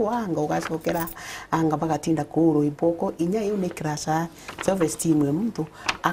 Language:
Meru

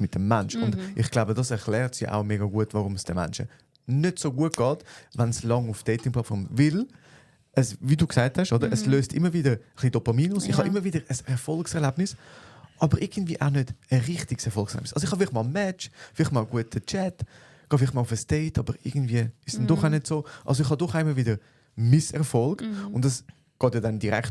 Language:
Swiss German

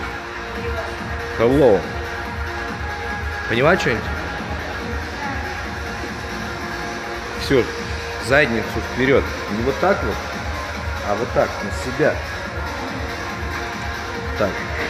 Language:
Russian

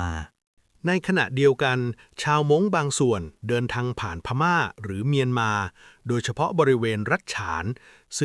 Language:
Lao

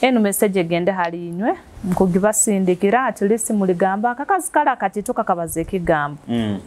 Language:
Nyoro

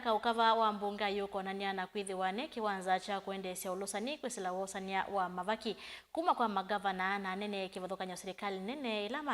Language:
Kamba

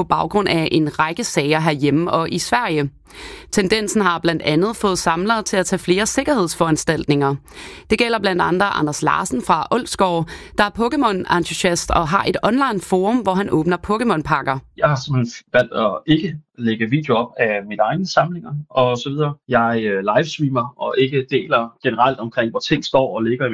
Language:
Danish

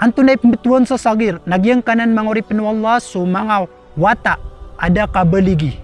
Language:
Maranao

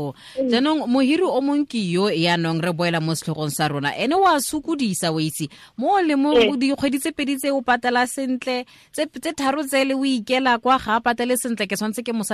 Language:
Tswana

